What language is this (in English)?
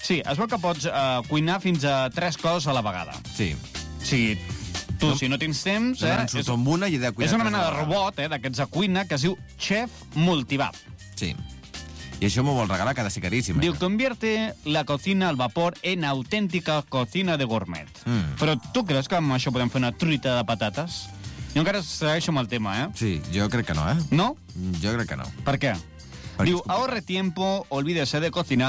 Catalan